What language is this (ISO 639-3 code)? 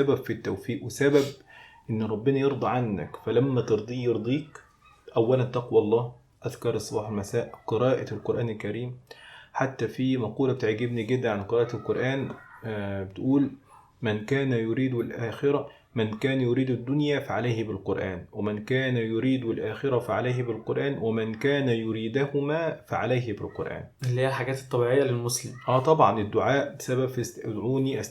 arz